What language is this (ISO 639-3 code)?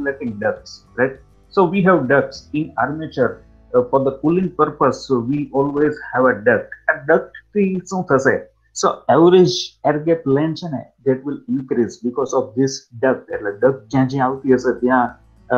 guj